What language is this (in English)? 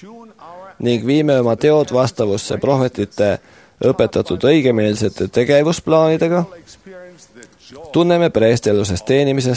Estonian